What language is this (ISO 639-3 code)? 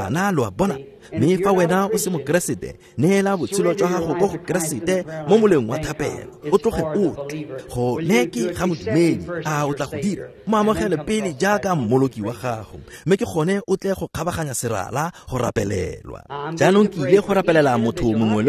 tsn